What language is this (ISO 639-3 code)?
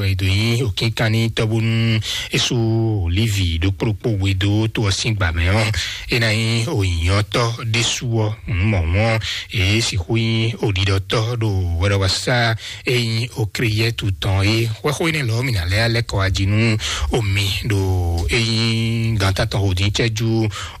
fon